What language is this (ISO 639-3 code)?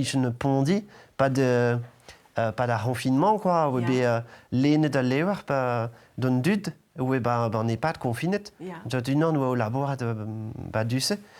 bre